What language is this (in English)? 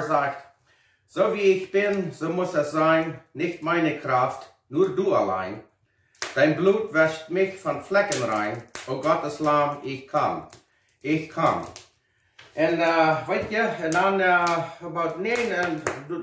Plautdietsch